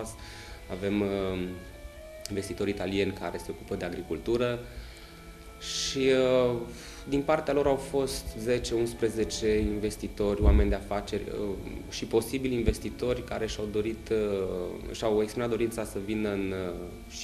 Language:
Romanian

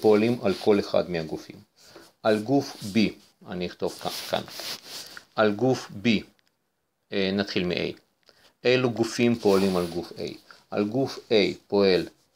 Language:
Hebrew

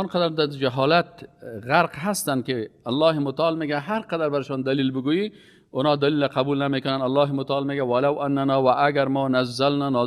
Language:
Persian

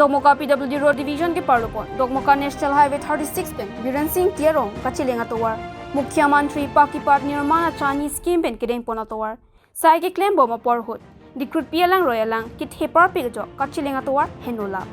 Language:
Karbi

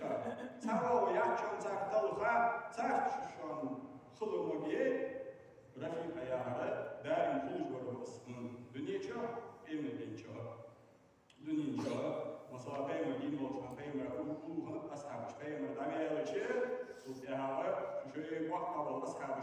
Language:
Ingush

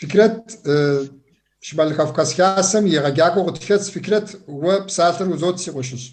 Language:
Kabardian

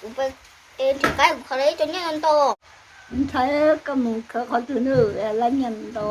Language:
Hmong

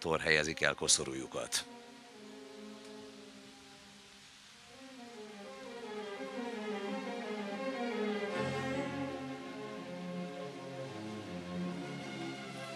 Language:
Hungarian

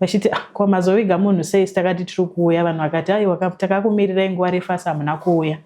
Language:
Shona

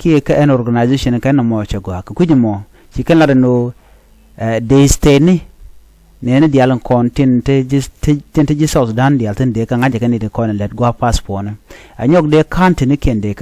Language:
Nuer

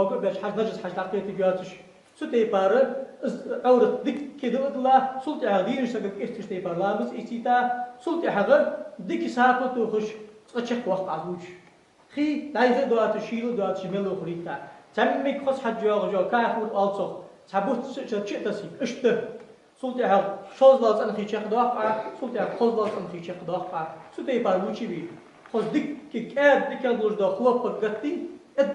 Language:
Ingush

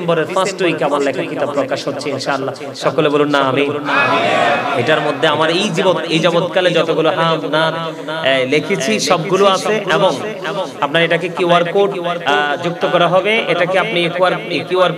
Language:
Bangla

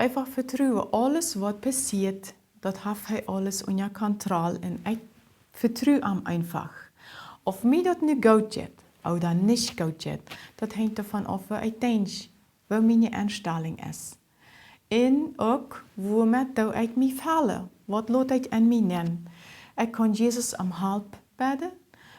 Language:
Plautdietsch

